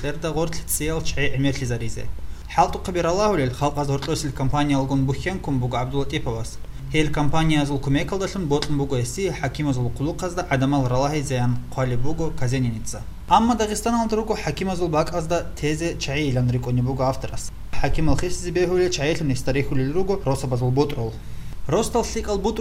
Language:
Avaric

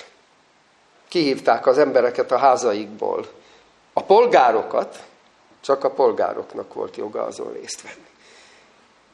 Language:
Hungarian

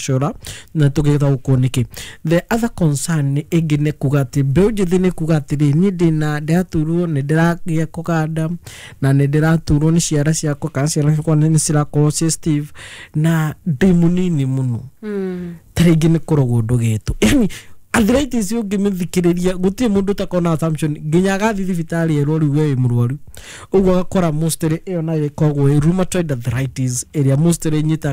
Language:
Kikuyu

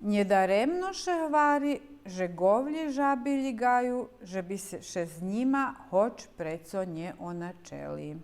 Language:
Rusyn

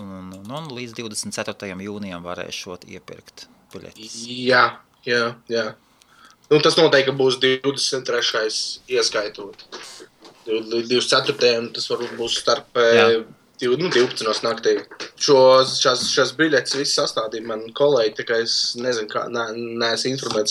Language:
Latvian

